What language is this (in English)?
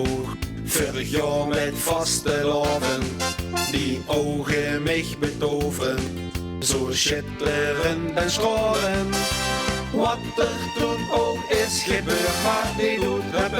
Limburgish